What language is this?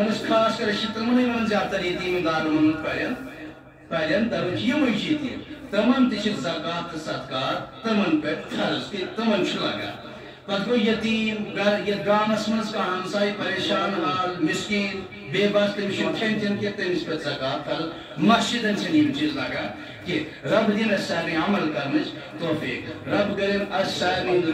Kashmiri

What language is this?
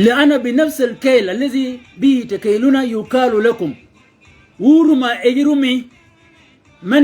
Shilluk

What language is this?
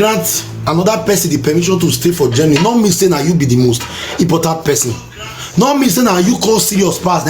Nigerian Pidgin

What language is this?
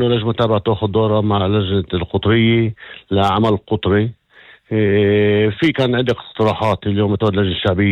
North Levantine Arabic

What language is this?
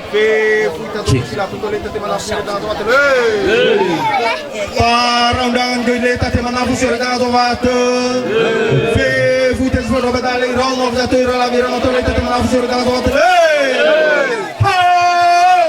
Nias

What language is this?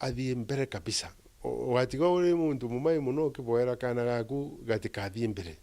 Meru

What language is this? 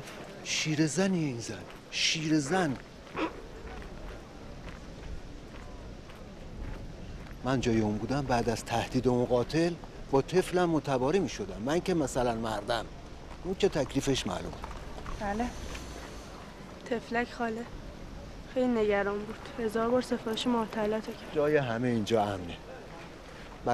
Persian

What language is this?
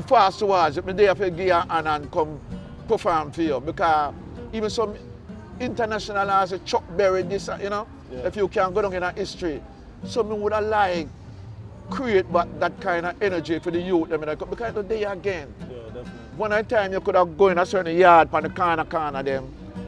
Jamaican Creole English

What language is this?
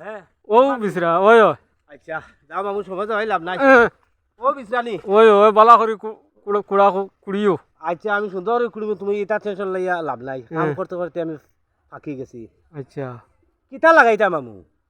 Sylheti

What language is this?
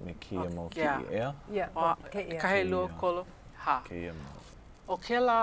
Hawaiian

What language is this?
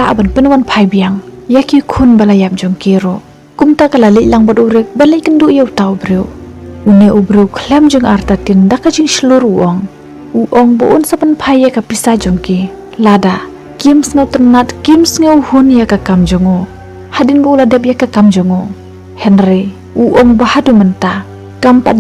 Khasi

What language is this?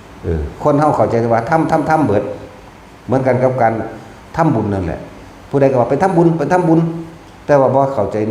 Northeastern Thai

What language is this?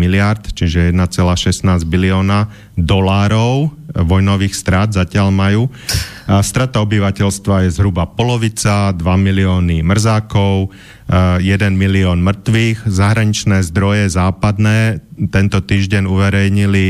Slovak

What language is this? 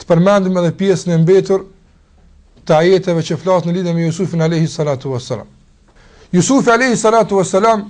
Albanian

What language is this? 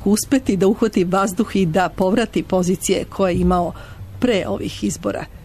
Serbian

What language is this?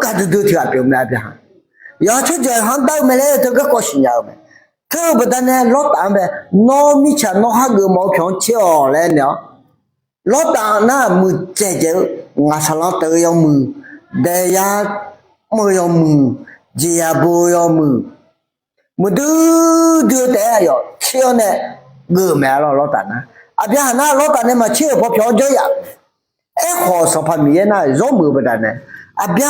Akha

